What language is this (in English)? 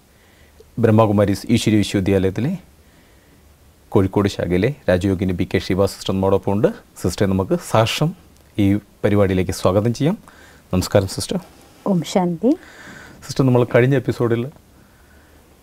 Malayalam